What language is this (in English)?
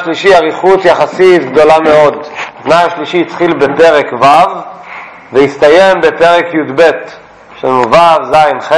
Hebrew